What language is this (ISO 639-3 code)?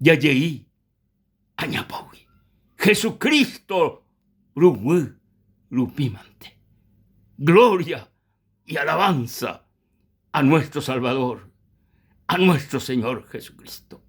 grn